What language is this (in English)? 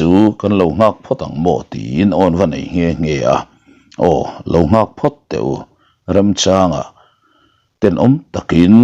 Mizo